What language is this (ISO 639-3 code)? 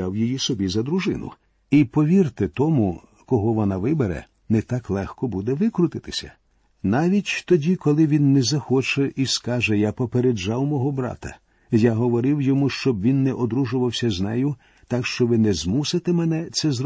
ukr